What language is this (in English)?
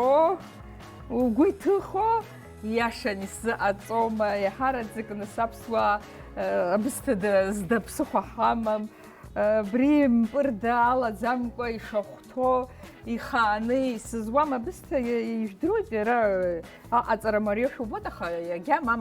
Abkhazian